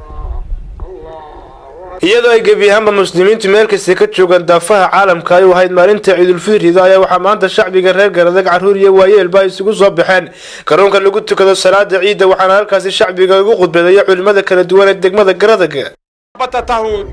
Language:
Somali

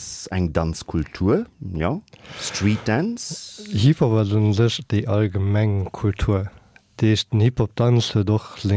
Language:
Luxembourgish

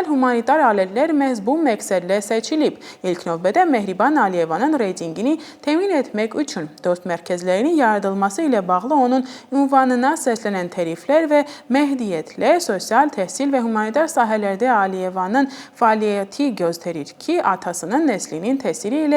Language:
Azerbaijani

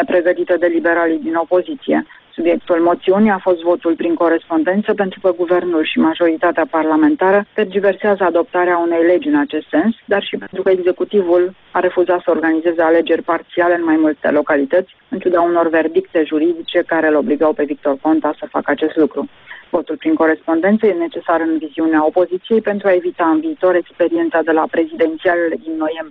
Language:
Romanian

